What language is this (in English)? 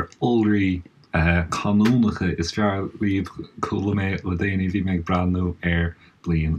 Irish